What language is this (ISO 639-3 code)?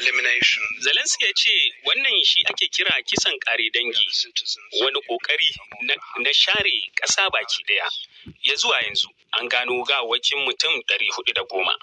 hau